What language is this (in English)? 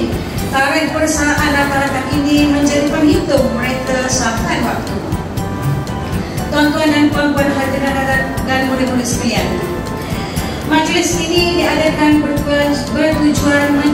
Malay